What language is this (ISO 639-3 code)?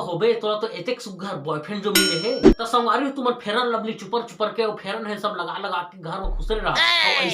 hne